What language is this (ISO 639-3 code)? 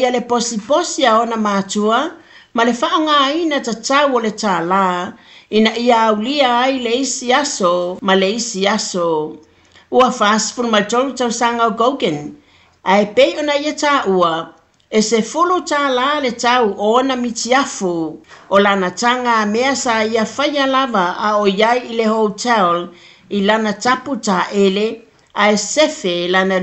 smo